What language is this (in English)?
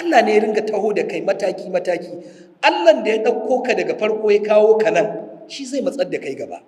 Hausa